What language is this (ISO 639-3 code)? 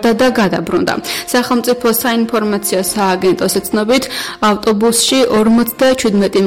kat